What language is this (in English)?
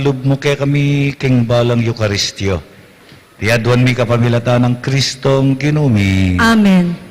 Pampanga